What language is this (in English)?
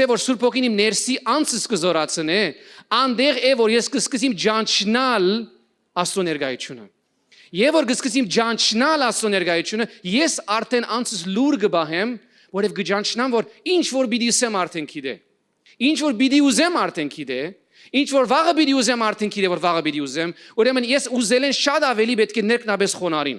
Western Armenian